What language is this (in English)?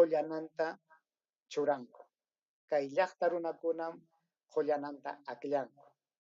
Ayacucho Quechua